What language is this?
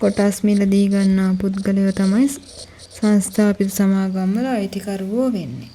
Sinhala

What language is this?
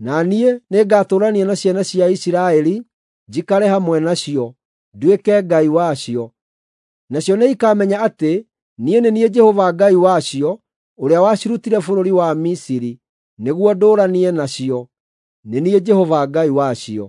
Kikuyu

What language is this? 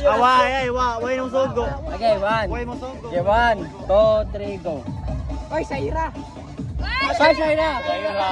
Cebuano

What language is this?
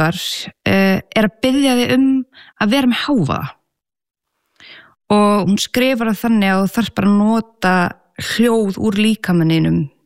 Icelandic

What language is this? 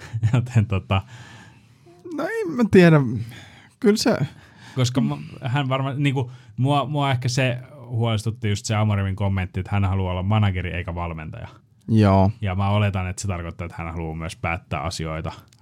Finnish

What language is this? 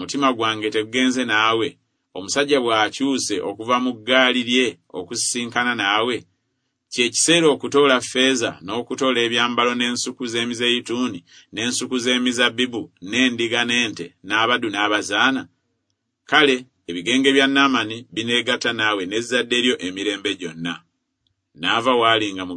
Ganda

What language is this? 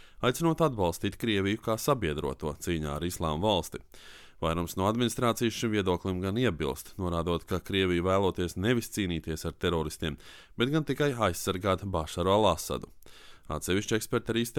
Latvian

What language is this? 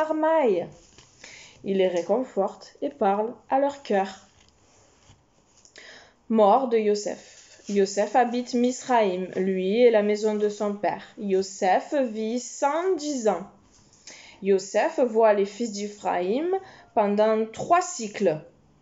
French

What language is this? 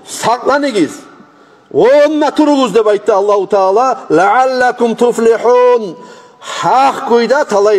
Kumyk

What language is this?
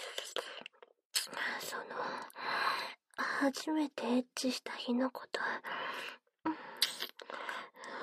Japanese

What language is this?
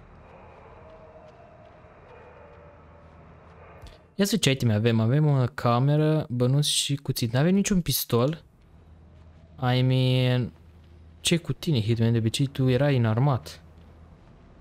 Romanian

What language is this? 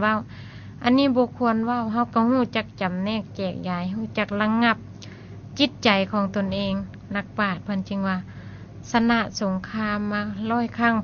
Lao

